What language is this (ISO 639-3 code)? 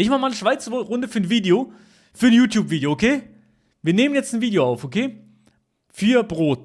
gsw